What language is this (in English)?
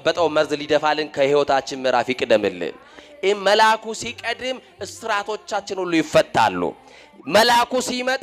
Amharic